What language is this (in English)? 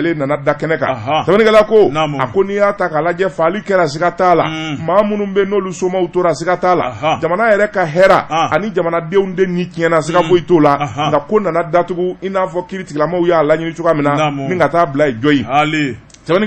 Bambara